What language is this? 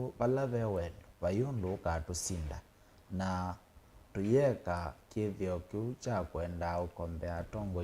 Kamba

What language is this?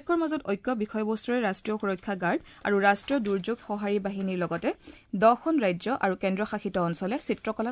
Assamese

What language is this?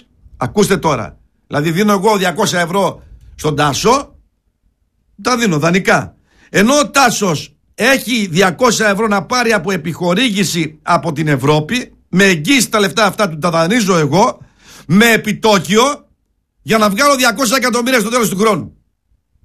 Greek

